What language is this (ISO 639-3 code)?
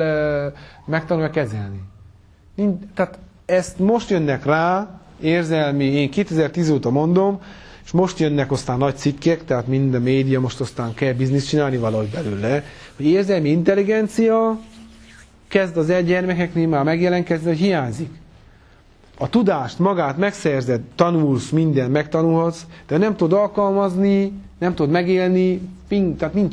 hun